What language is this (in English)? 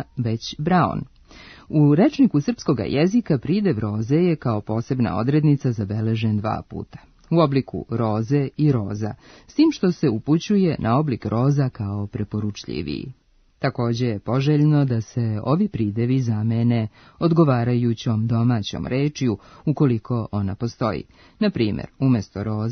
Serbian